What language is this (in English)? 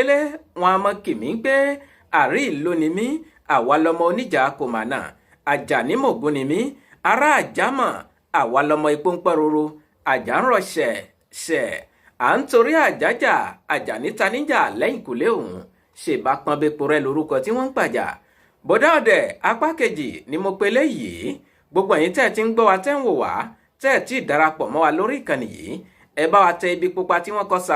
Yoruba